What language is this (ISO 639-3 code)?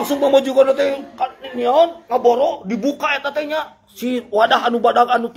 sun